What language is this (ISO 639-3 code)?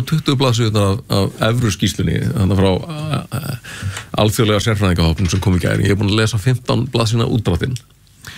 isl